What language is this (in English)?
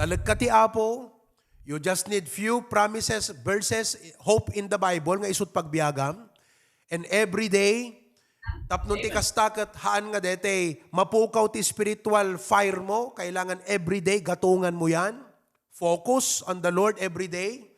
Iloko